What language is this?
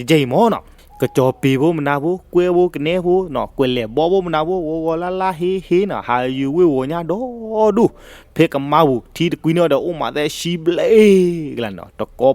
S'gaw Karen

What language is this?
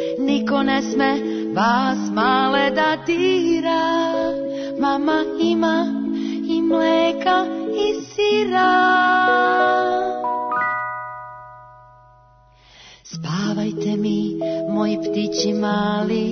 Serbian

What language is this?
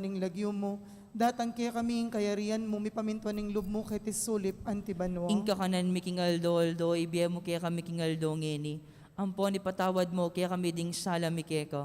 Pampanga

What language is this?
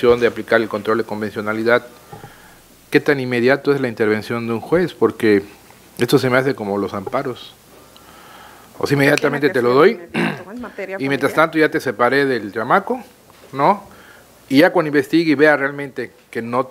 Spanish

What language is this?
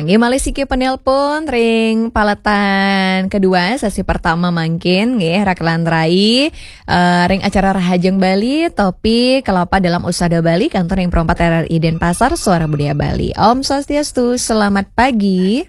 Balinese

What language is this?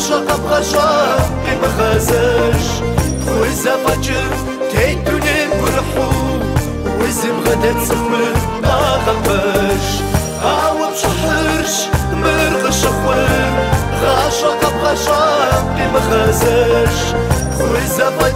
Kabardian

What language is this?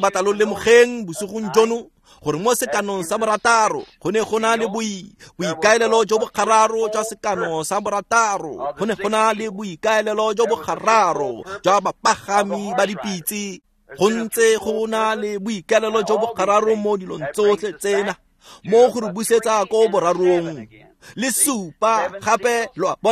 Tswana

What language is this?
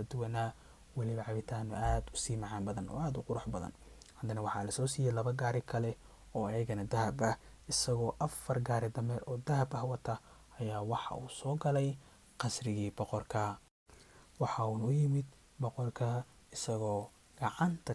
Somali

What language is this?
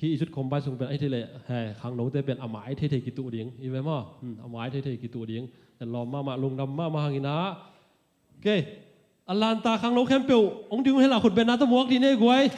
Tedim Chin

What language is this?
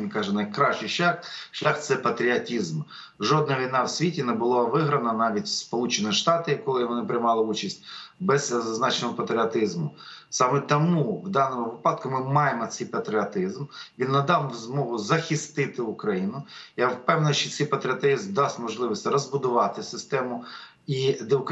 Ukrainian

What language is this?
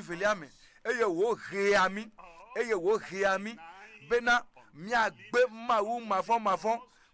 Ewe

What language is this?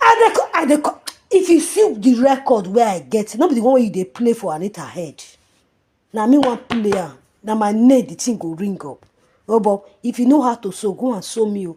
Nigerian Pidgin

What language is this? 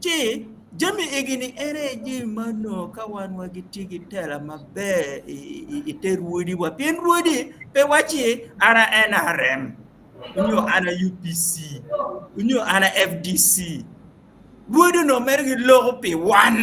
Acoli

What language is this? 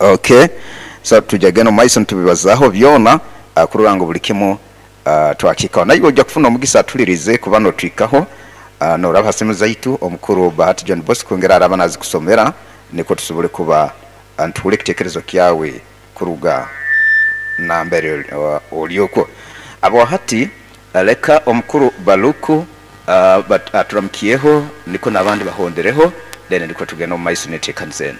Nyoro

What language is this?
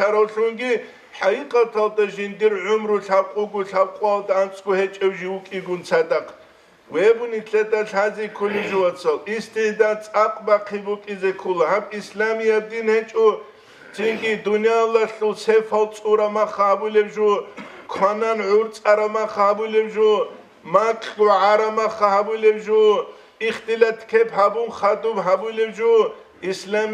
Avaric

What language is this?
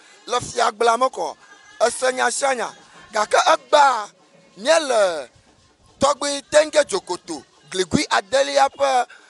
Ewe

